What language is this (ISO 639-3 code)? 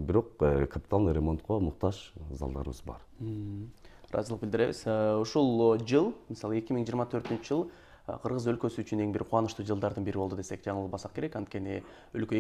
kir